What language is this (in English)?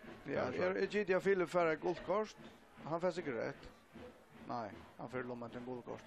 Faroese